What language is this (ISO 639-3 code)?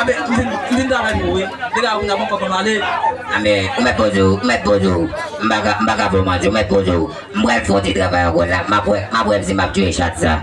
hat